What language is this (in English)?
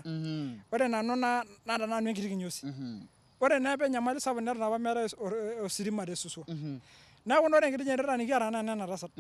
Masai